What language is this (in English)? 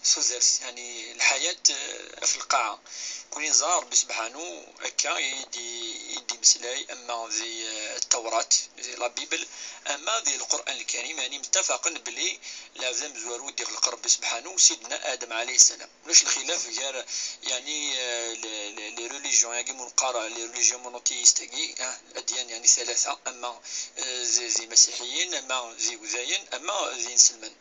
Kabyle